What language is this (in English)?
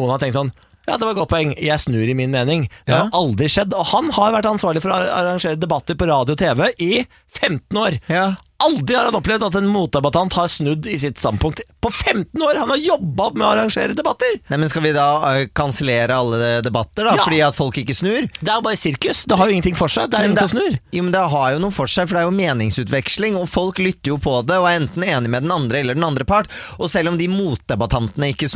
Norwegian